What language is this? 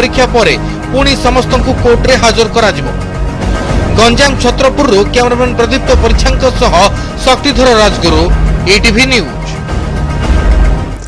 Odia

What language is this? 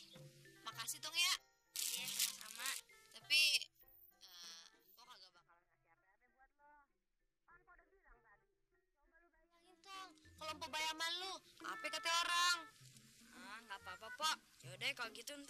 Betawi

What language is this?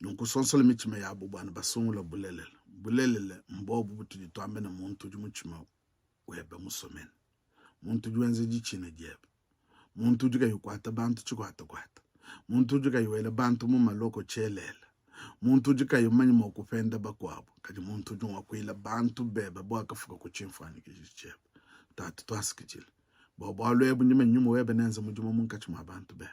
Luba-Lulua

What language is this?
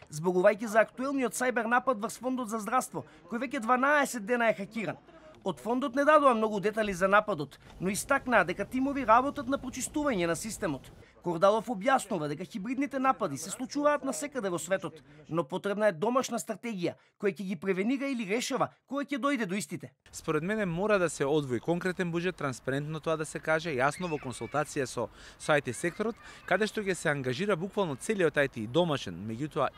Macedonian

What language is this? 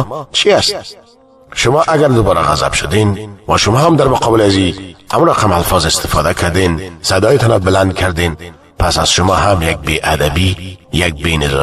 Persian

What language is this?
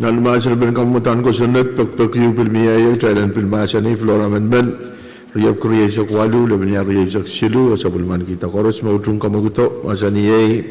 Pohnpeian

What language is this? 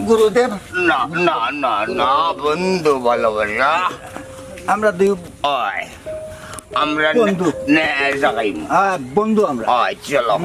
Sylheti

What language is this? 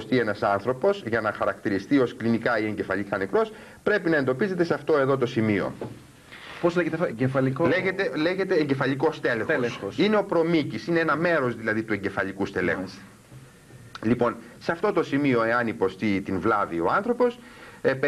Greek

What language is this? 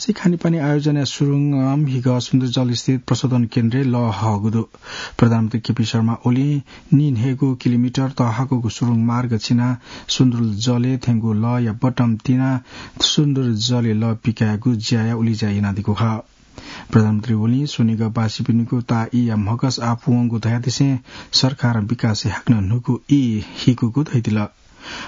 Newari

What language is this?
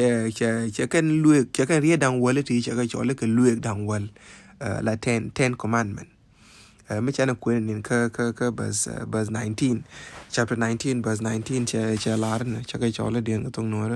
Nuer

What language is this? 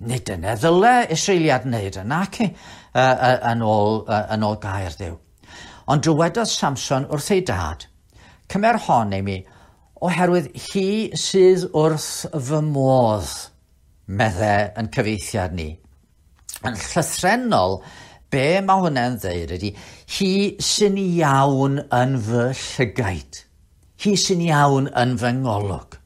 Welsh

